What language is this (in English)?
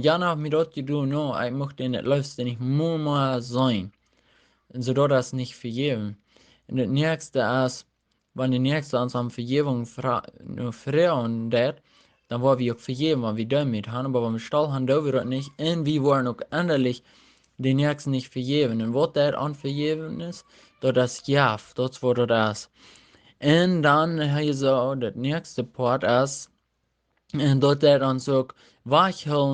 Plautdietsch